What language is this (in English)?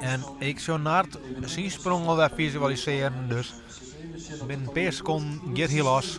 Western Frisian